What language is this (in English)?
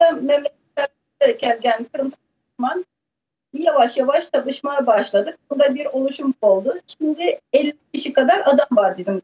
Crimean Tatar